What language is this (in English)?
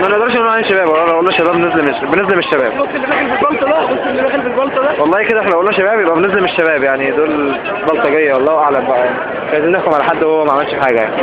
Egyptian Arabic